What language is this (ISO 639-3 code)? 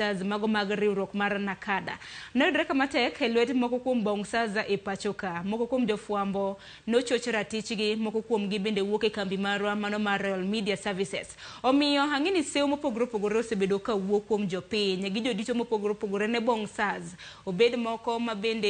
luo